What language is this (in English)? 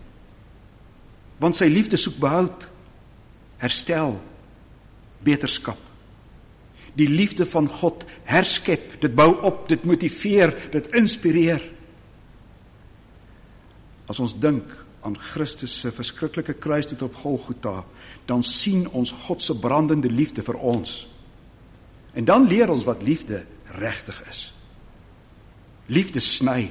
Afrikaans